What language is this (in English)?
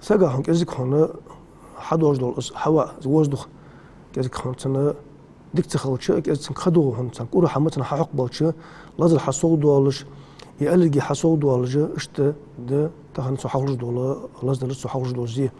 Ingush